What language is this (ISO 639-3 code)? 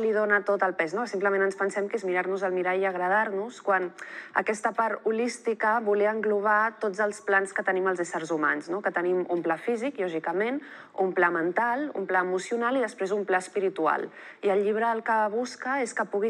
cat